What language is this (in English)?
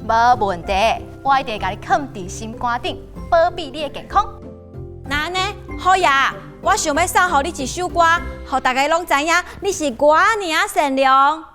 Min Nan Chinese